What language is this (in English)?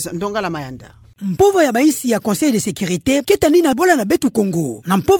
Kituba (Democratic Republic of Congo)